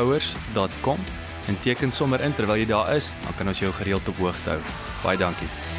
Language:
Afrikaans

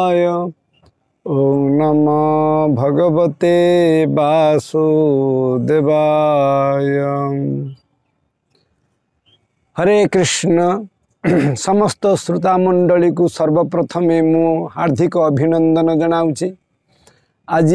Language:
Odia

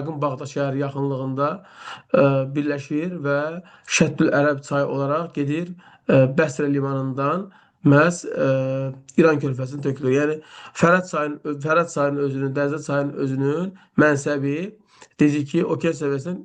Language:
Azerbaijani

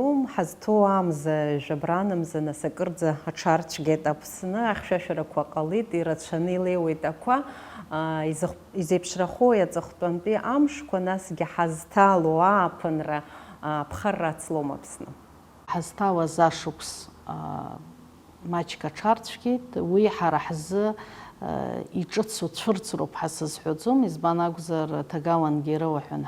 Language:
Abkhazian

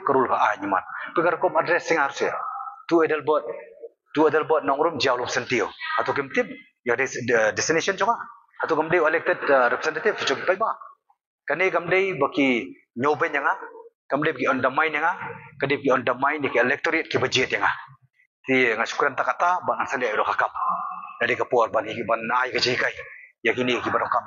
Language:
Khasi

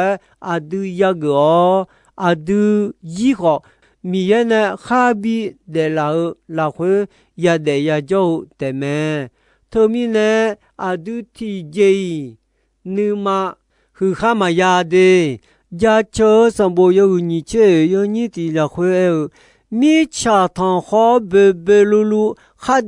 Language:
Akha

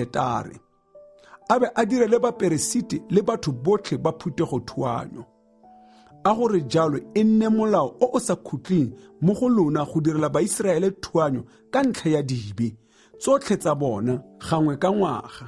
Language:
Tswana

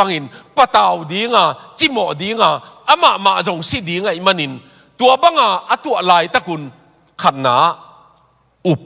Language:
Tedim Chin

